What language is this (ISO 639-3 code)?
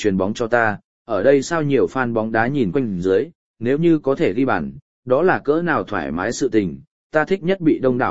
vie